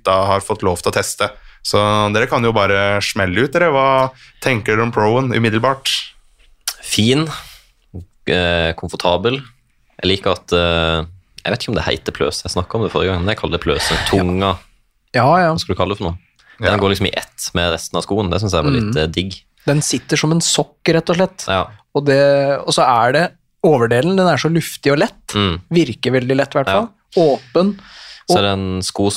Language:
Norwegian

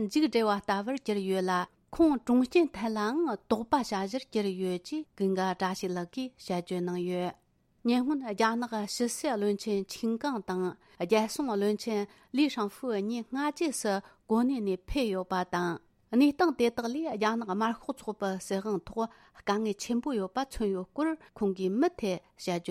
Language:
Tibetan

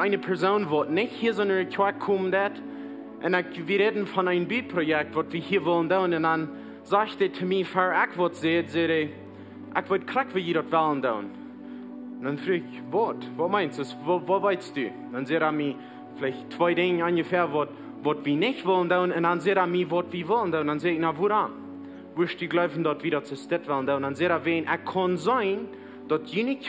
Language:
Plautdietsch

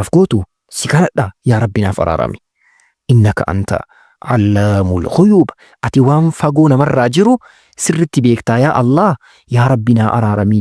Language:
Oromo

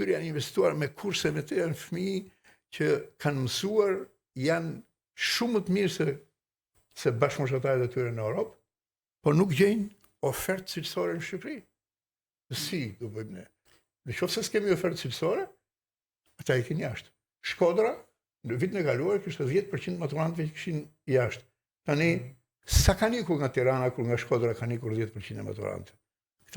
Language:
Albanian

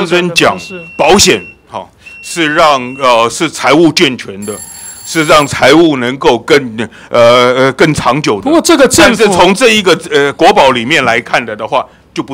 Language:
Chinese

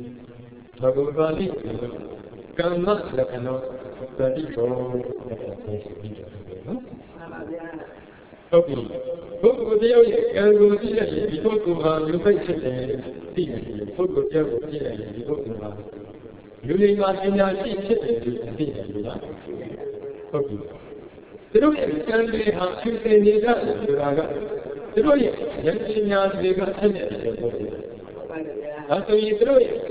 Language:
Burmese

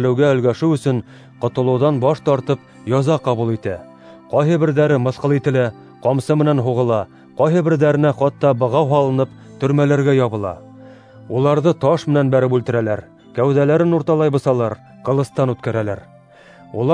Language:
Bashkir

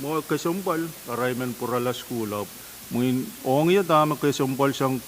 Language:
Pohnpeian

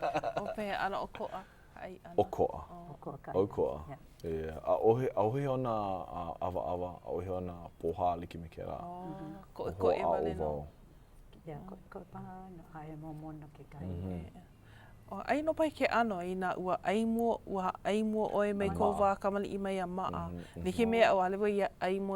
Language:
Hawaiian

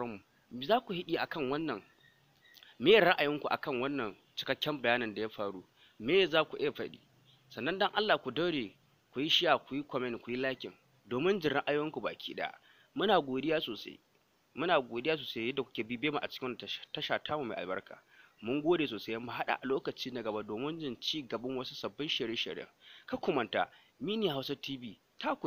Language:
Hausa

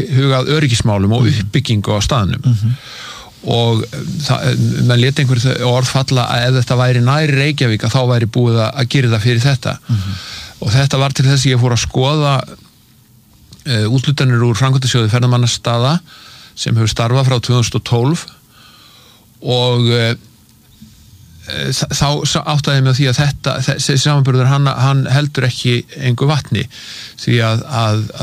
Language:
Icelandic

